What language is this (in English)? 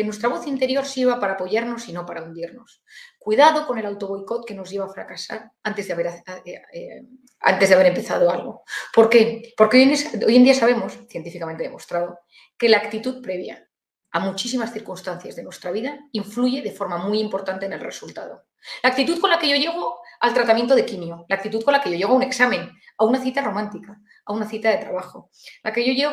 Spanish